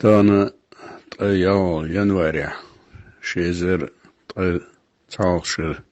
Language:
Chechen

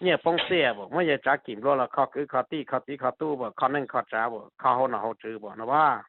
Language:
Hmong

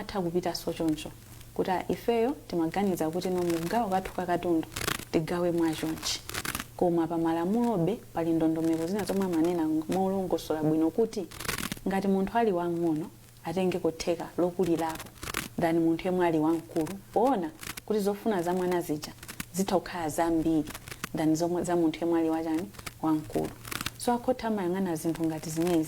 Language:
Nyanja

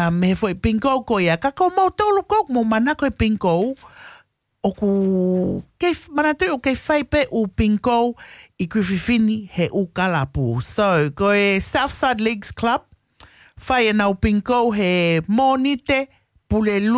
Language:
Tongan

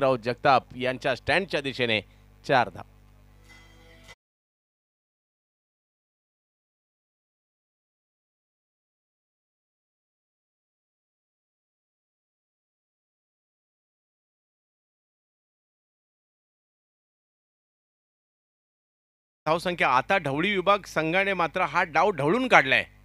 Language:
Marathi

